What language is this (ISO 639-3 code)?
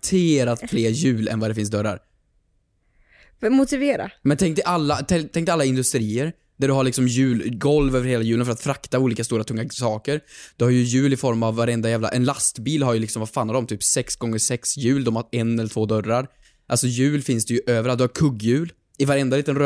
swe